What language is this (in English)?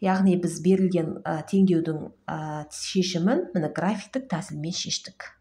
Kazakh